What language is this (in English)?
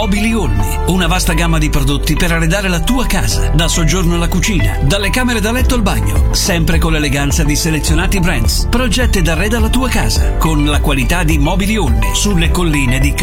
Italian